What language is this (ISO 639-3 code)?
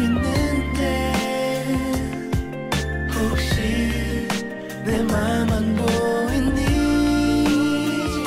kor